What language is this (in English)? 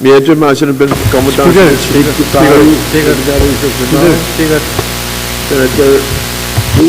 Pohnpeian